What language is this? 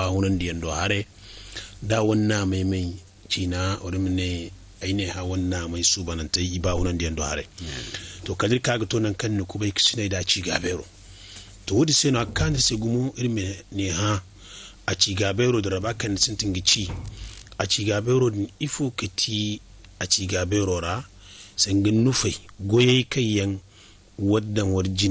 Zarma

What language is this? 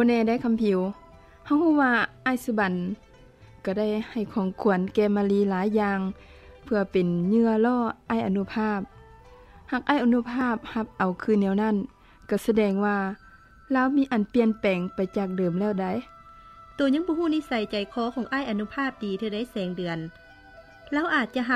Lao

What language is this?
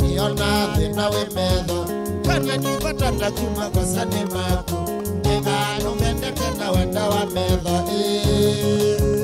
Kamba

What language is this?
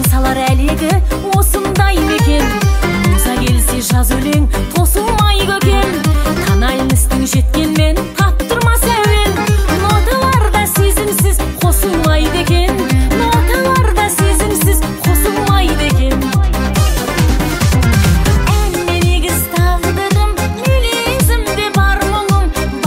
Kazakh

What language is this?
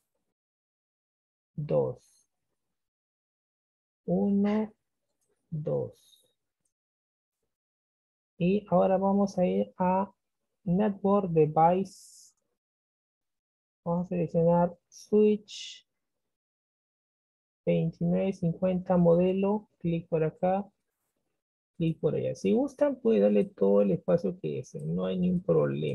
Spanish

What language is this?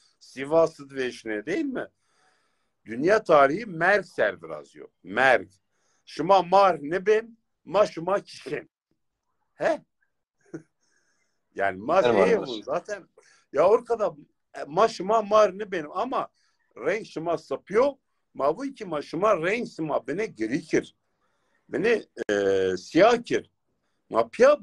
Zaza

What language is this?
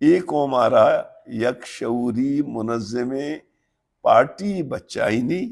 Baluchi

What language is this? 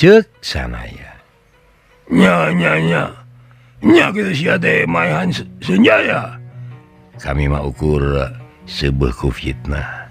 Sundanese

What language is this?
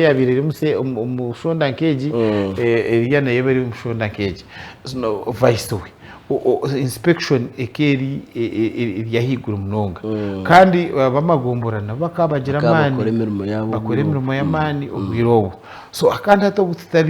Nyankole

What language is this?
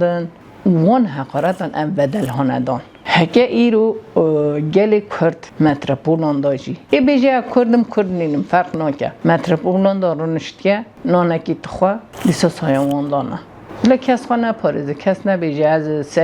Kurdish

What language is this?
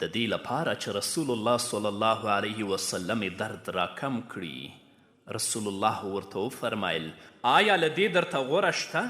Pashto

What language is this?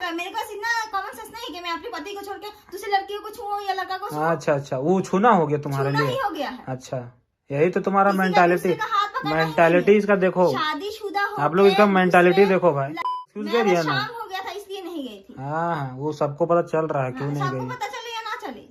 Santali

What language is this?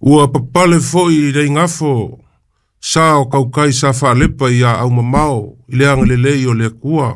Samoan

